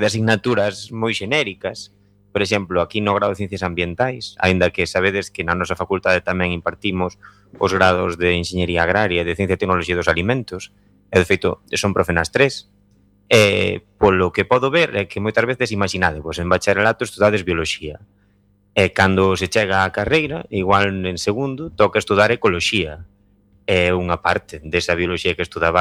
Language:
Galician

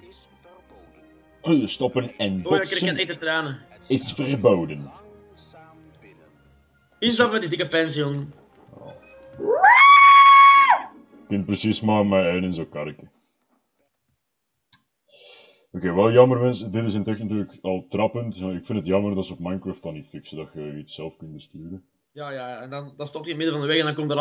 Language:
Dutch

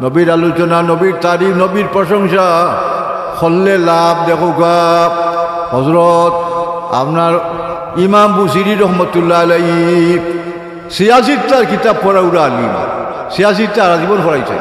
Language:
Sylheti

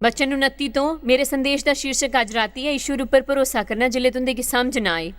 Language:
Dogri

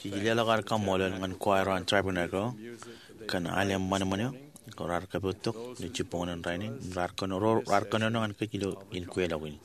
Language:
Marshallese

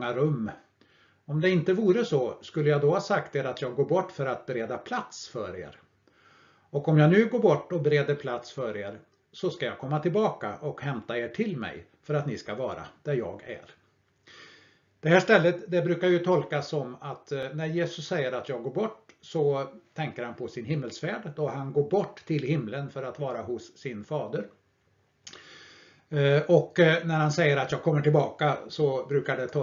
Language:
Swedish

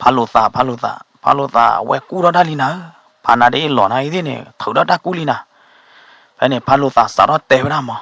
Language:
S'gaw Karen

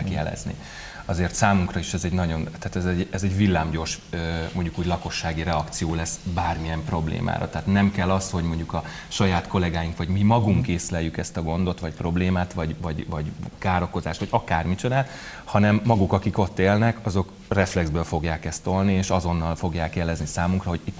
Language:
Hungarian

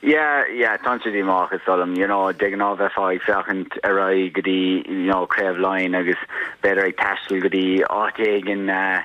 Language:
Irish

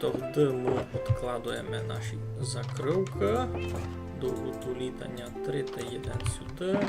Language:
Rusyn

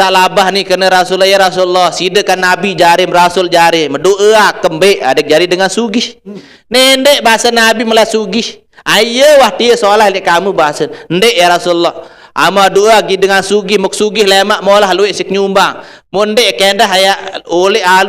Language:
Sasak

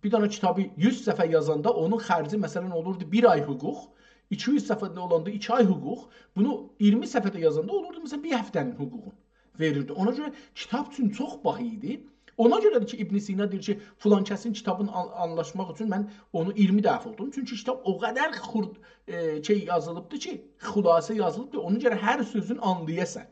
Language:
South Azerbaijani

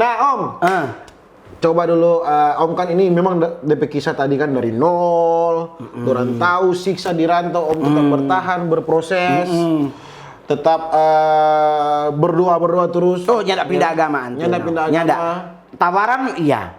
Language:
Manado Malay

